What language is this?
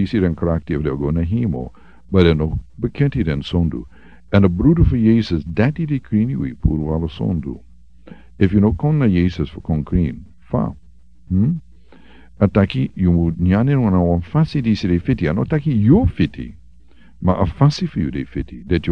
Sranan Tongo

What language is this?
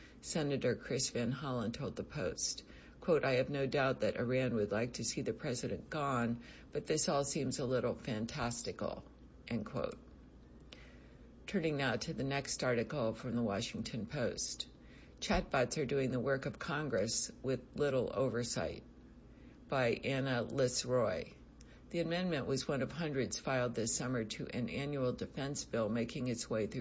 English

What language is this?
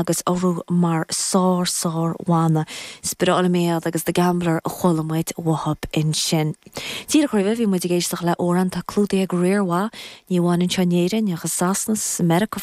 Irish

